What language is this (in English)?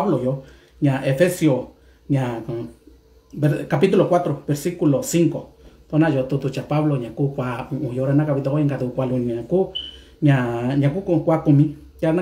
Mixtepec Mixtec